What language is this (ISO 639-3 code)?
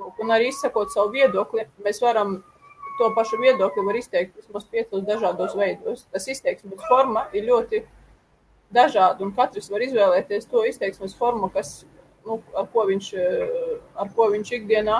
lav